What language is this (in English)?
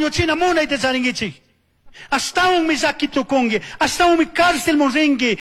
Chimborazo Highland Quichua